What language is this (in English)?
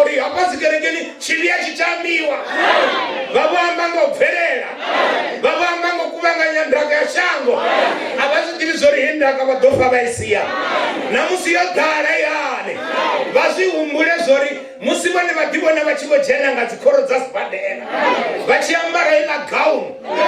Venda